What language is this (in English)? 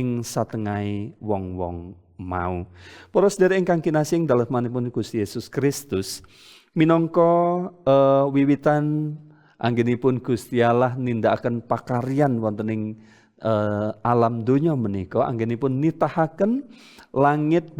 Javanese